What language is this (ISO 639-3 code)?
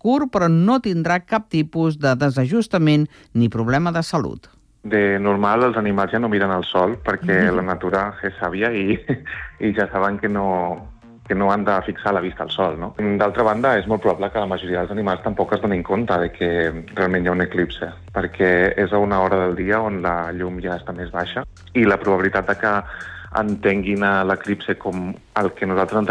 cat